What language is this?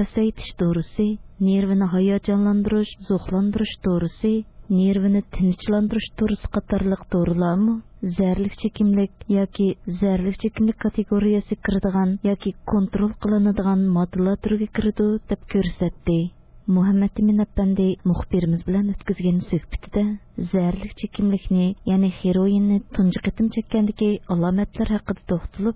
Uyghur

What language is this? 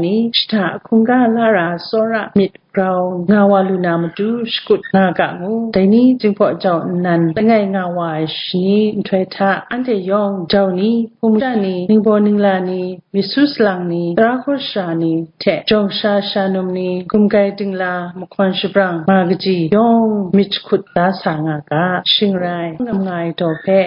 Kachin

